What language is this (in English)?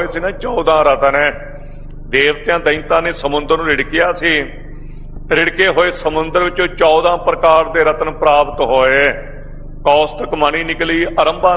Punjabi